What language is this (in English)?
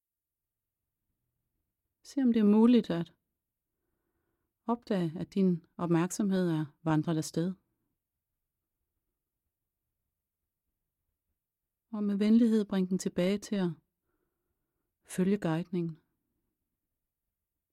Danish